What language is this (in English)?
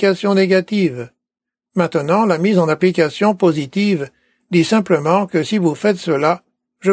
French